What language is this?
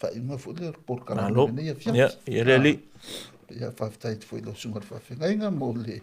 Samoan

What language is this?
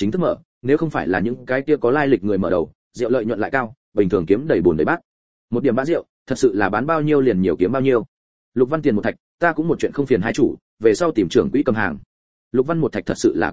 Vietnamese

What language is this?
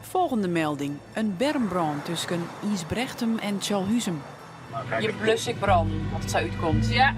Western Frisian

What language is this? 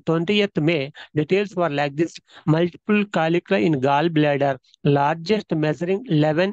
Telugu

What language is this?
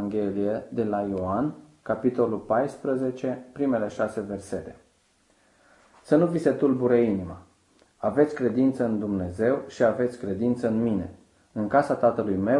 Romanian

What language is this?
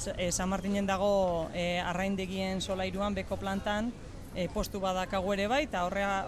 Basque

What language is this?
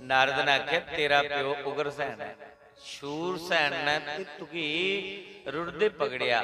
Dogri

